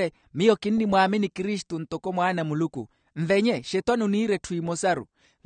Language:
Makhuwa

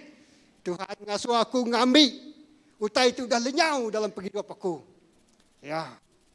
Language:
Iban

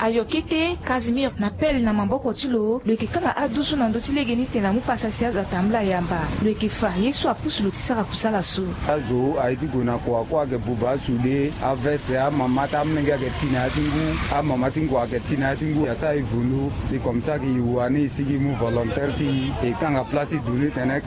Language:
Sango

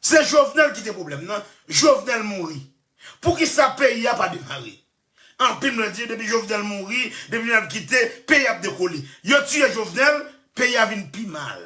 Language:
Haitian Creole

